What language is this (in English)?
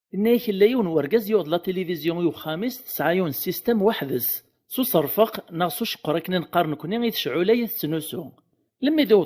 Kabyle